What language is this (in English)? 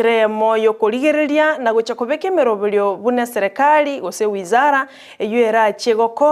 Gusii